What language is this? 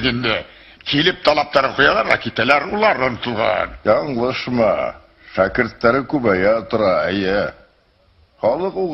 Bashkir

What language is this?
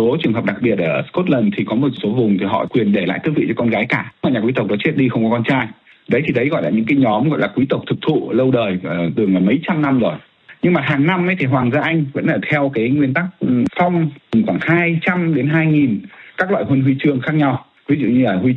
Vietnamese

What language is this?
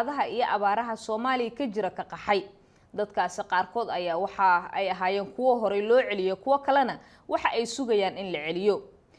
Somali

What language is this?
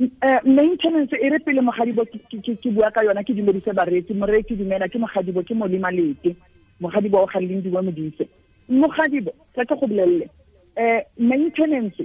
Tswana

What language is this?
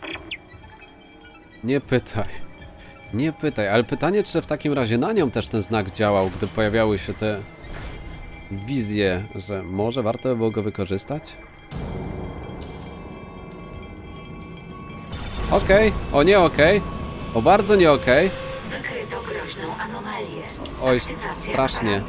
Polish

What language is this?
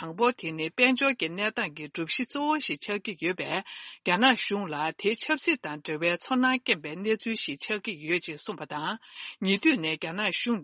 Tibetan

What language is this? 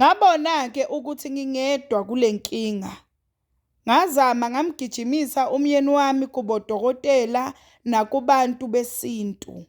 Zulu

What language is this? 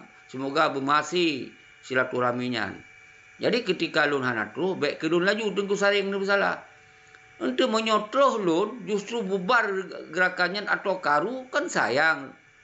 Achinese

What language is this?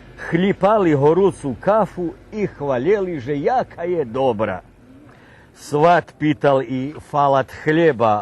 Rusyn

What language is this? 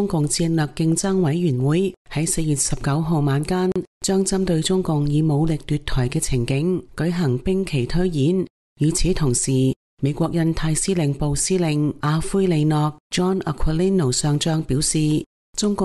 Cantonese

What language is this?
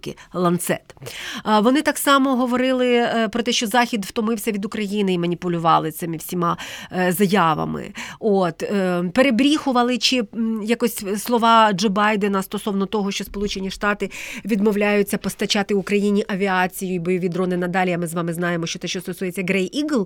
Ukrainian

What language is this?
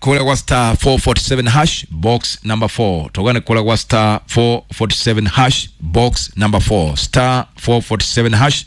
Kikuyu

